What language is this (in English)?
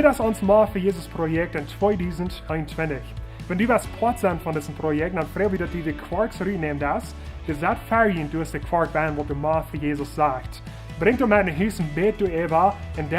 Plautdietsch